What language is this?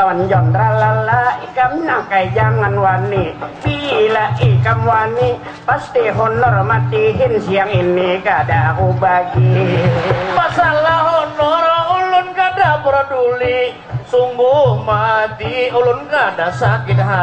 Banjar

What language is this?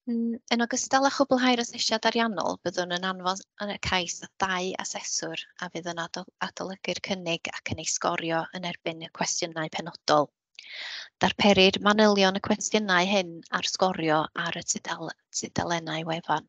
Welsh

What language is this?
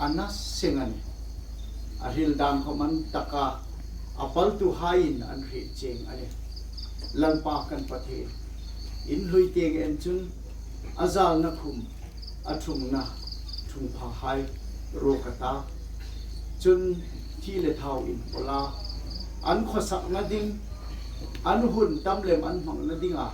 Hmar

